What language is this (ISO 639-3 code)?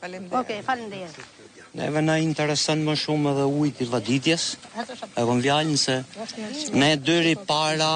sqi